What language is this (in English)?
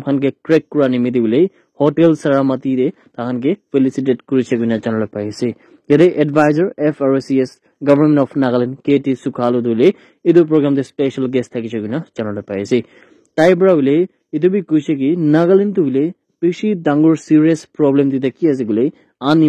Naga Pidgin